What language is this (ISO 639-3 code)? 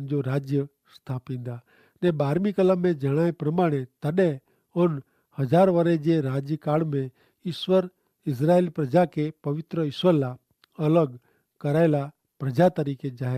kfr